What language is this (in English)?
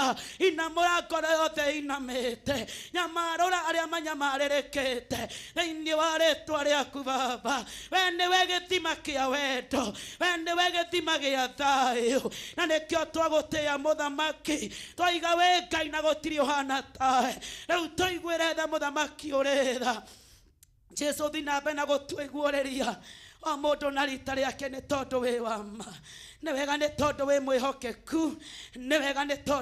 Kikuyu